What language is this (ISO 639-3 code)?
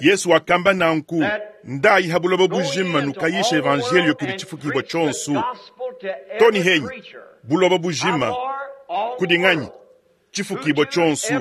lua